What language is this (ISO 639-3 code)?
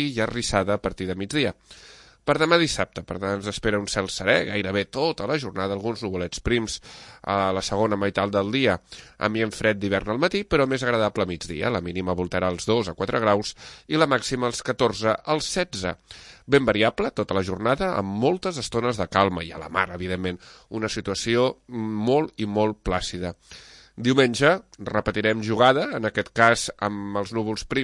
cat